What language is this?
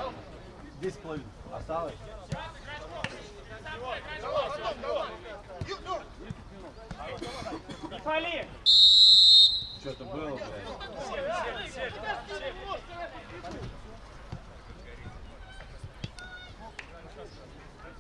Russian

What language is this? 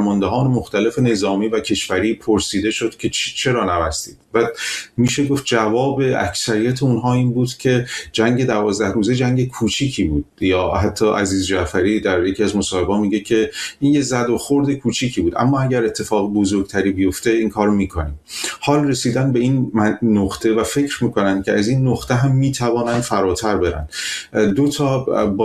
Persian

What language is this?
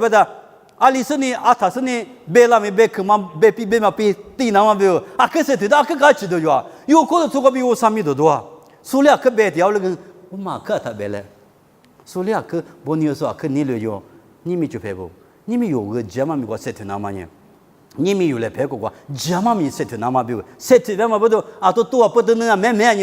Lisu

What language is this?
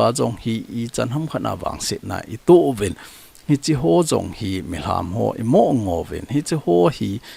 Thado Chin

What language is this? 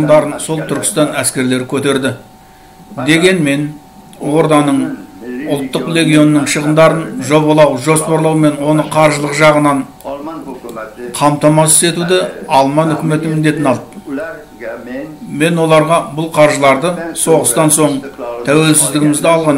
Kazakh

